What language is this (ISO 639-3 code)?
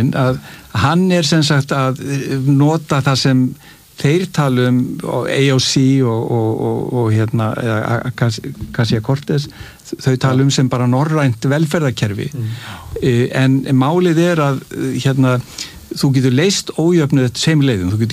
isl